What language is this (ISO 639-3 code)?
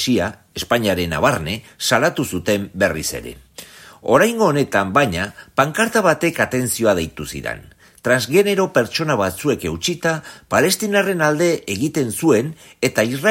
eus